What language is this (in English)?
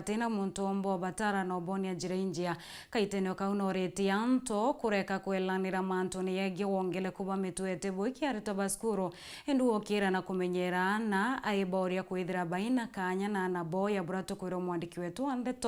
Meru